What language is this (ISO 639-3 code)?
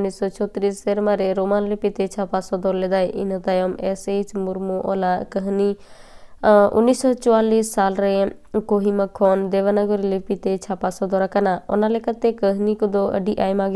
sat